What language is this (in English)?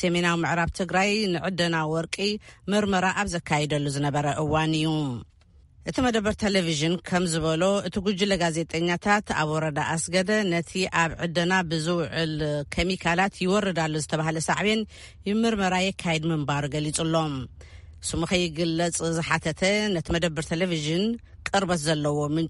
Tigrinya